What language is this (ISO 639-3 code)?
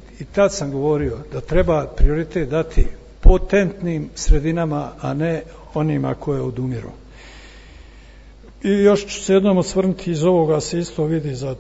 hrv